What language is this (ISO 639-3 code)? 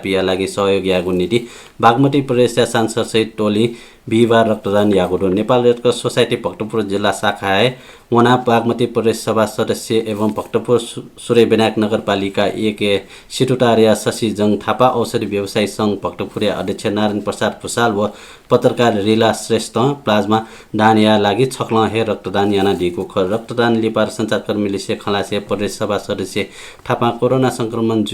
new